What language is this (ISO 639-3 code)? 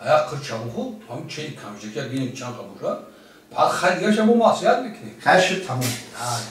tgk